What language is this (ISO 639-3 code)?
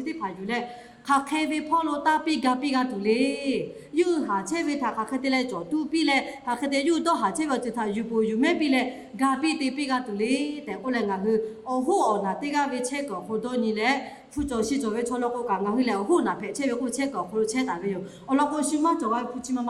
lhu